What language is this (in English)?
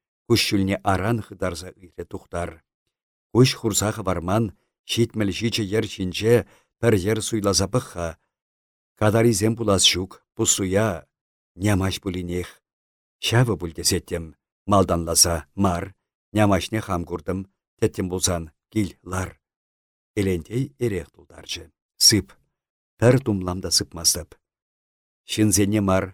Chuvash